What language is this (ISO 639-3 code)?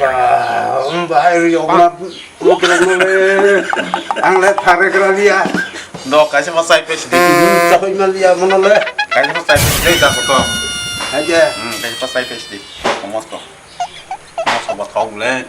trp